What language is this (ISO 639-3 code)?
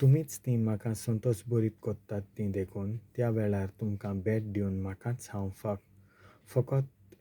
kok